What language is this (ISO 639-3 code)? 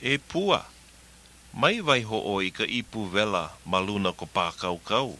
haw